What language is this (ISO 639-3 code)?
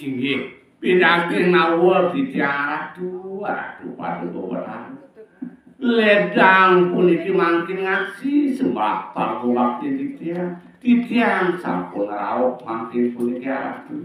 ban